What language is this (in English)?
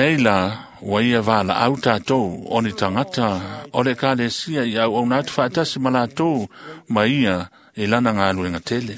Samoan